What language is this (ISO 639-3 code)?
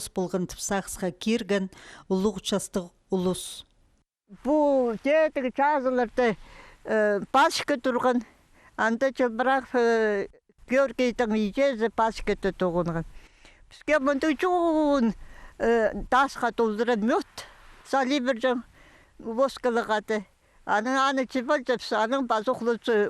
kjh